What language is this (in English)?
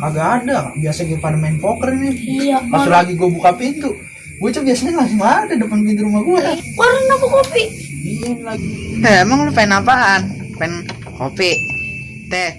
Betawi